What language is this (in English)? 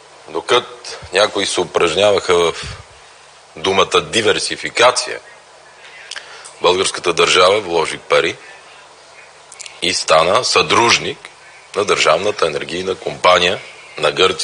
Bulgarian